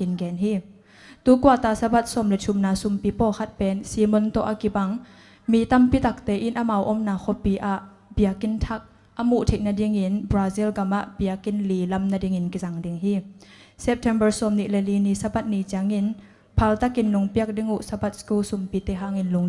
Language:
Tedim Chin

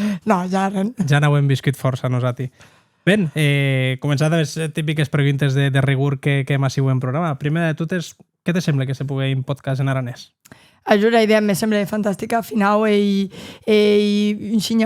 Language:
Occitan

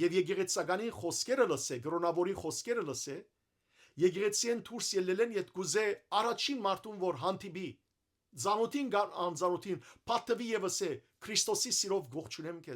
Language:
Western Armenian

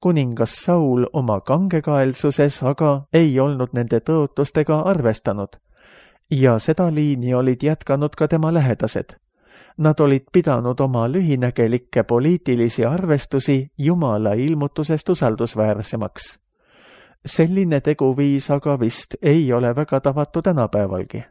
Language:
Estonian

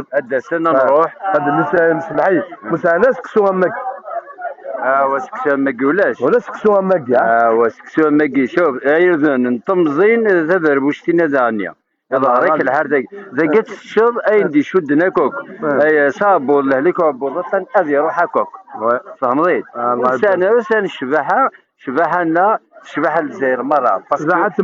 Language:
Kabyle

